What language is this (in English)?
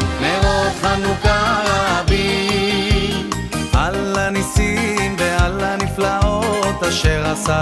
Hebrew